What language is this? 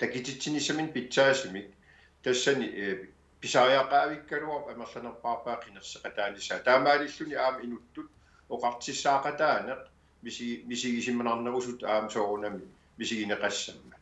Kalaallisut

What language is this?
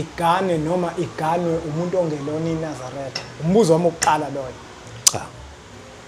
Zulu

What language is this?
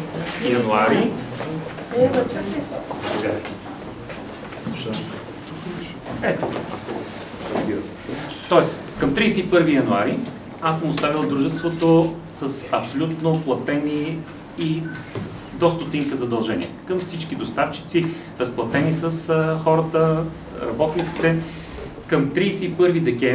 Bulgarian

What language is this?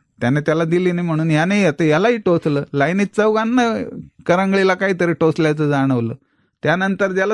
Marathi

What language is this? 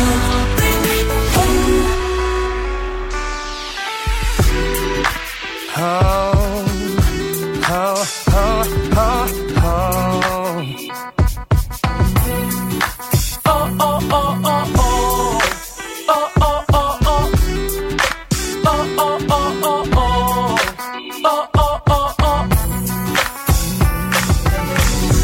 Portuguese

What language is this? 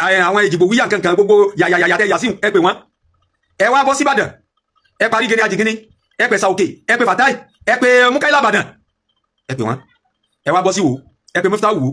Yoruba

